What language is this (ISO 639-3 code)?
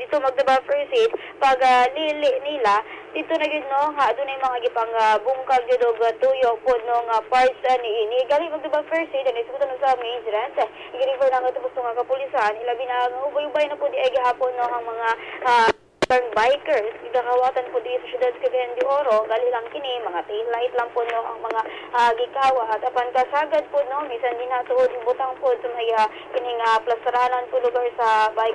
ceb